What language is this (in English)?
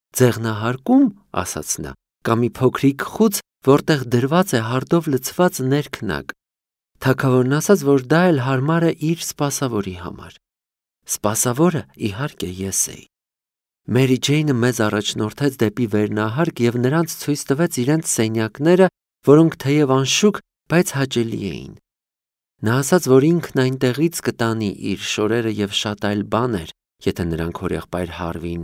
Armenian